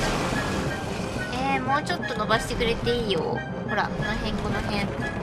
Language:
Japanese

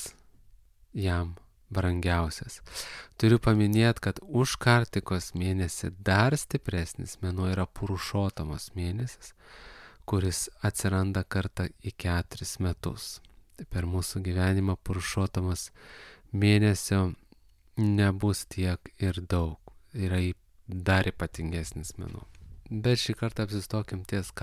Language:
Lithuanian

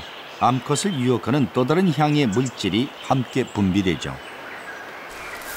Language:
Korean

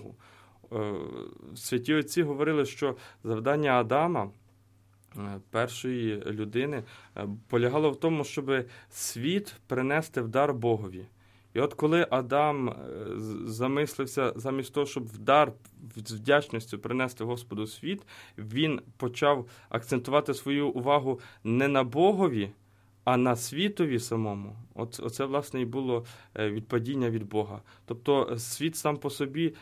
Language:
Ukrainian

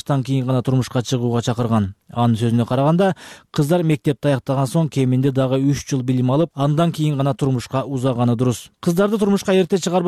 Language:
Kyrgyz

